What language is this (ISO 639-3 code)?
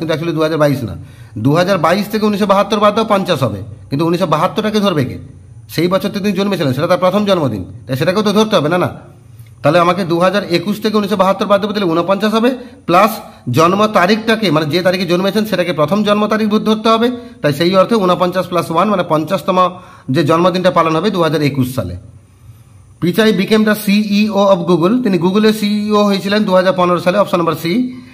ben